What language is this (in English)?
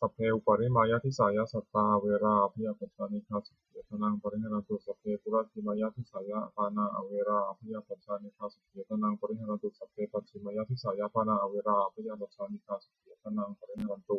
Pali